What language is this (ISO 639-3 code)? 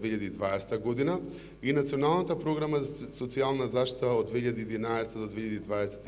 mkd